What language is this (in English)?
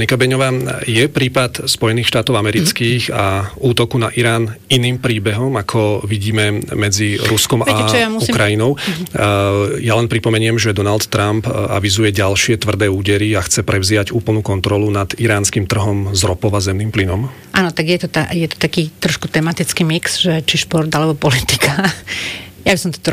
Slovak